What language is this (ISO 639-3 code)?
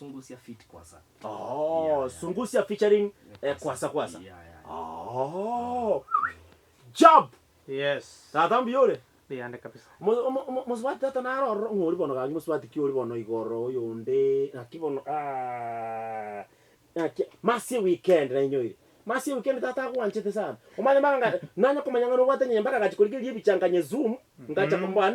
guz